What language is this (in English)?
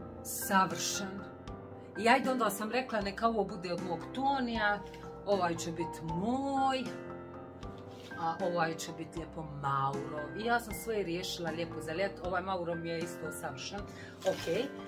Croatian